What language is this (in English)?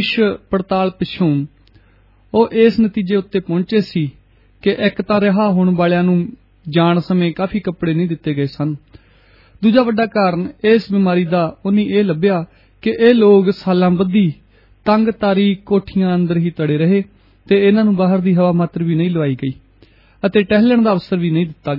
Punjabi